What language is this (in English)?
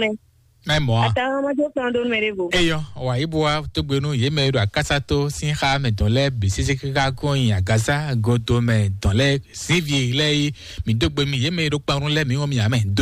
Fon